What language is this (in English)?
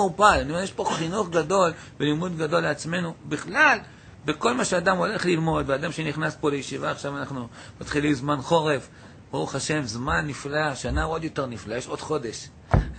Hebrew